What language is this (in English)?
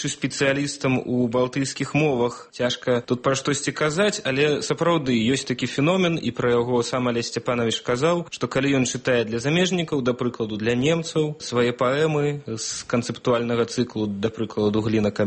Belarusian